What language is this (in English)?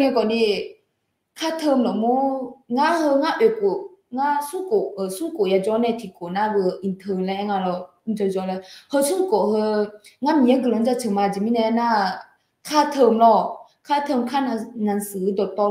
Akha